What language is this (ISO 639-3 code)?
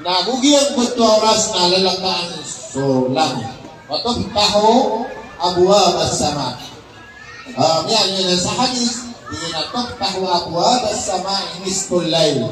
mrw